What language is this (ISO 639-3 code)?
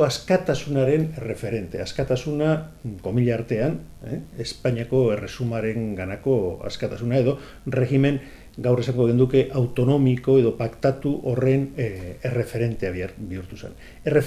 eus